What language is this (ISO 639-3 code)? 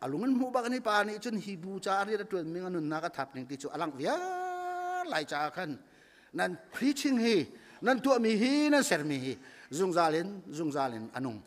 cnh